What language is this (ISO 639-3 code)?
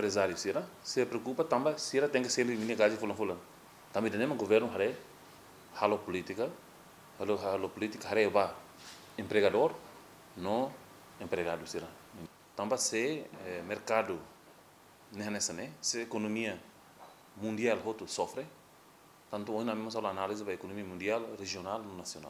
tet